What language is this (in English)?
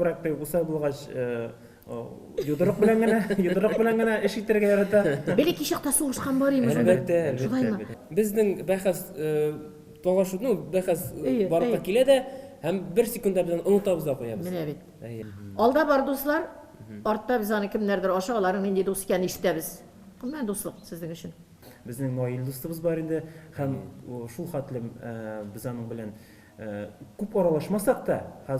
Tatar